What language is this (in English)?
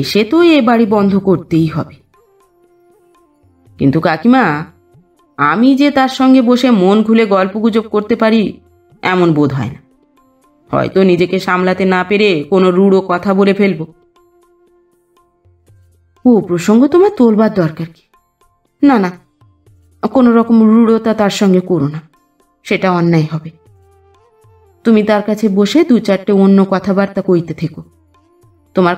Bangla